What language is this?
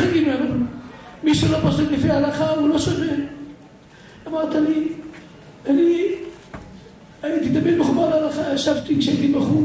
Hebrew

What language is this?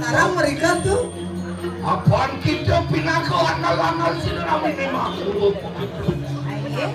Balinese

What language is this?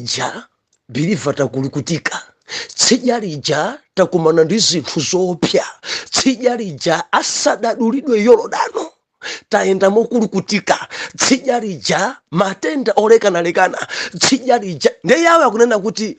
Nyanja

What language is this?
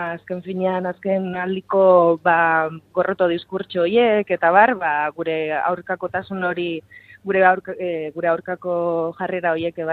Basque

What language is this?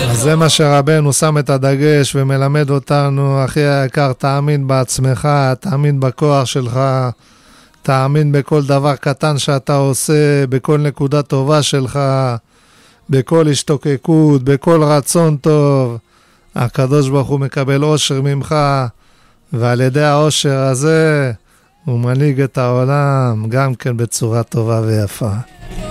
Hebrew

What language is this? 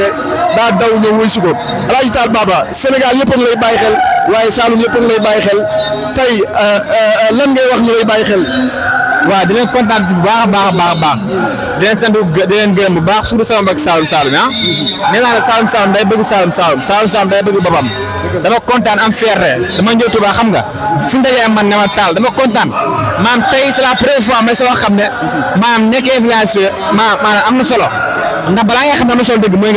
Wolof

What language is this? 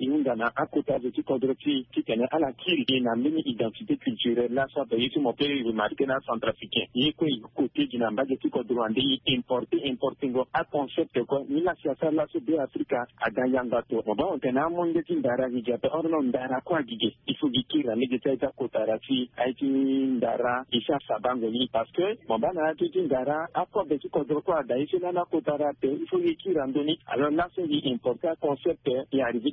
Sango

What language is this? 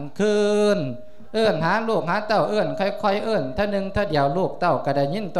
Lao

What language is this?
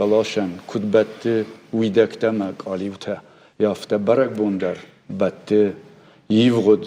Ossetic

